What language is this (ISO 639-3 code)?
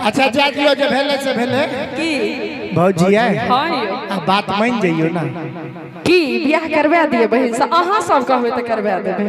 mai